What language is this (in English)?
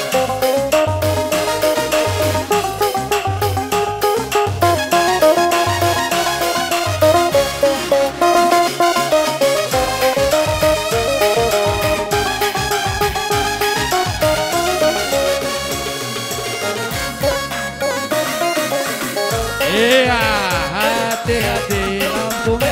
Indonesian